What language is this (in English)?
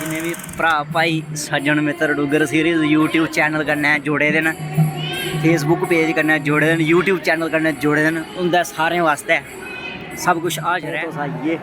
Dogri